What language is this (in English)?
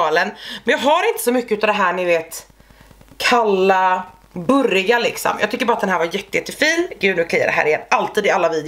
Swedish